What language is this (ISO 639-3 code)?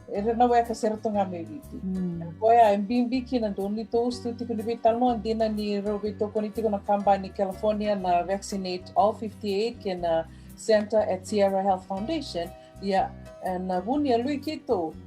fij